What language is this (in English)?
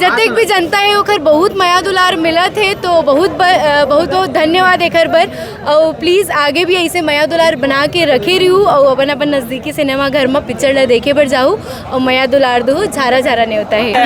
Chhattisgarhi